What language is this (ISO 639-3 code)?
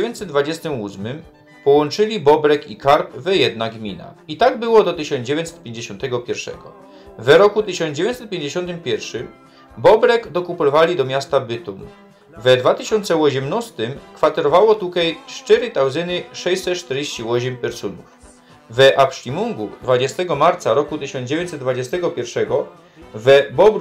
szl